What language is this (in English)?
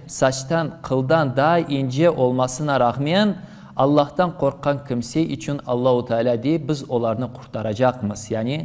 Crimean Tatar